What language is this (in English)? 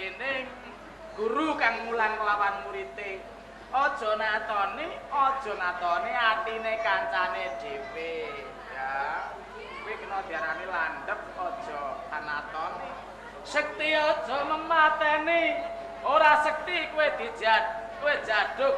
Javanese